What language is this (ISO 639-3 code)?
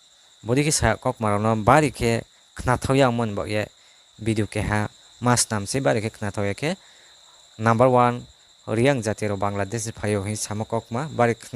trp